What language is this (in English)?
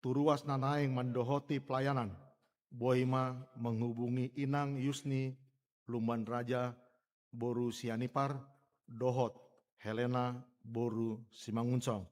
Batak Toba